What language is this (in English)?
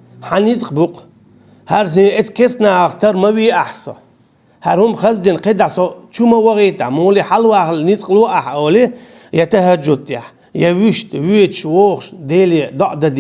Chechen